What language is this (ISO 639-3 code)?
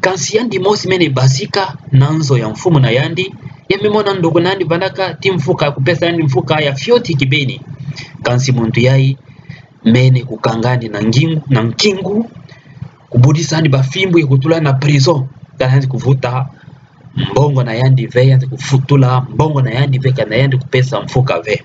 ktu